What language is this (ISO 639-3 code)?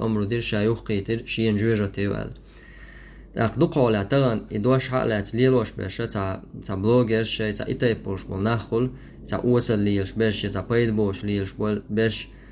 che